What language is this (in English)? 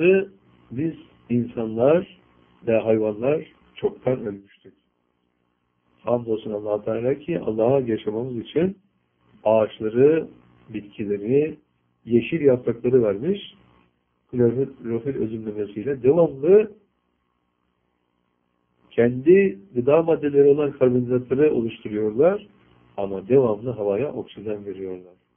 Turkish